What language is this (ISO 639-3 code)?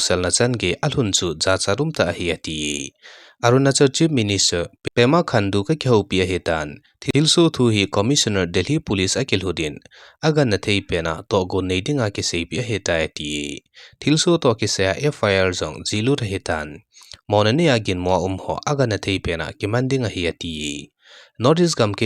tcz